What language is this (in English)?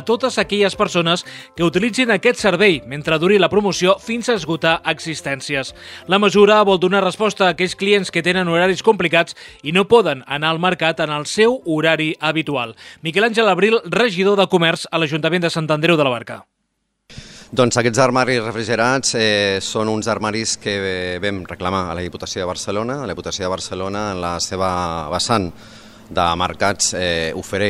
Catalan